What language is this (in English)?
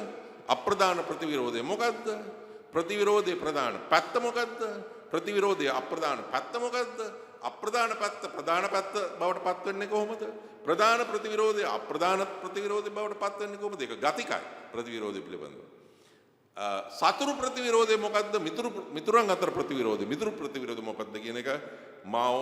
Sinhala